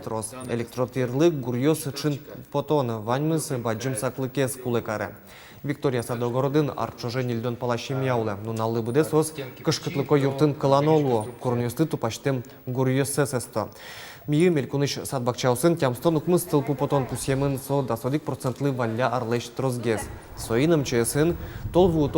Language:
Udmurt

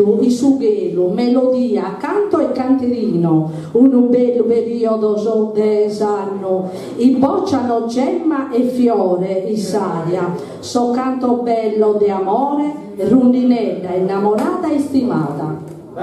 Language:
Sardinian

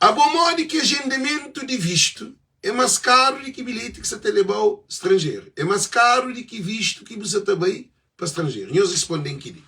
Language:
Kabuverdianu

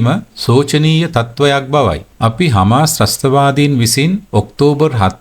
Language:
Sinhala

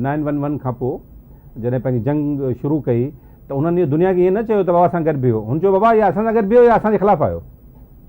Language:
Sindhi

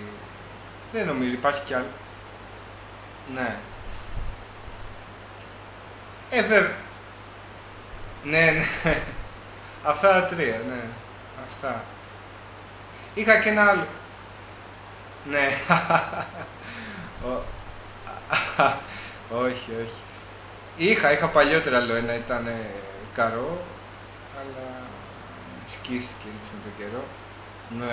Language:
Greek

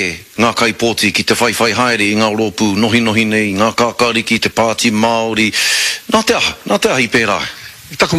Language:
Māori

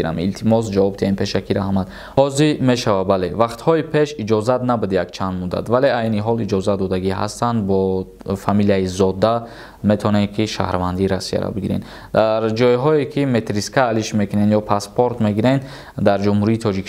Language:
Tajik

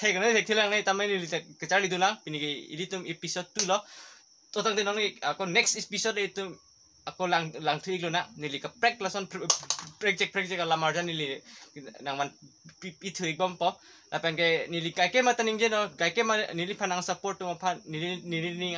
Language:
Karbi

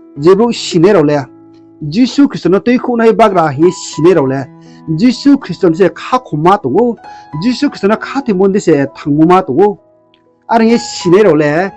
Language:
Riang (India)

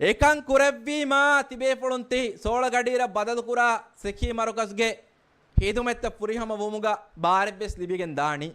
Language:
Divehi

